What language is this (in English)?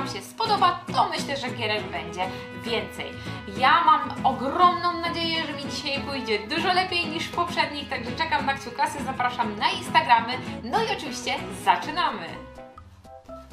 Polish